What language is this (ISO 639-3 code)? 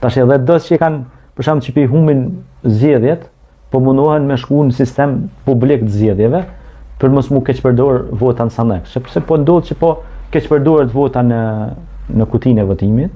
sqi